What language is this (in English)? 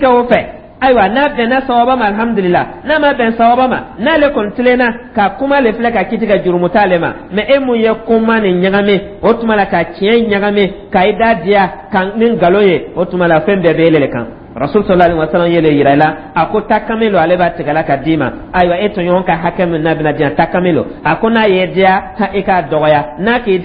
Dyula